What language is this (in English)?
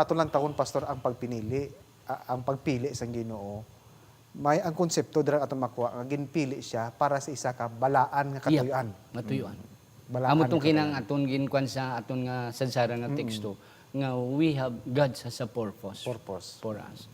Hiligaynon